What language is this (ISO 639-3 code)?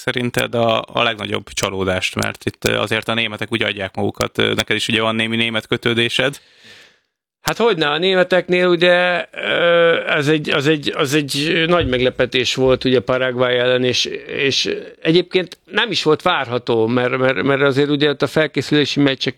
hun